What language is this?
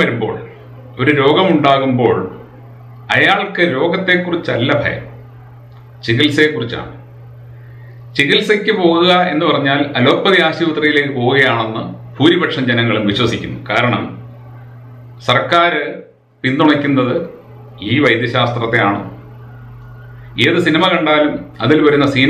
Malayalam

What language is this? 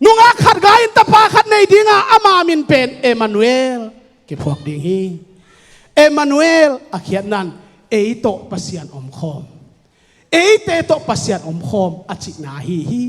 Tedim Chin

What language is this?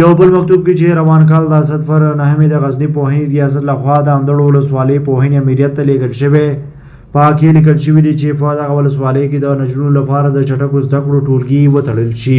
Pashto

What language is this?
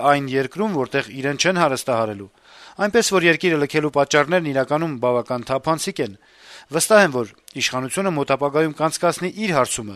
Armenian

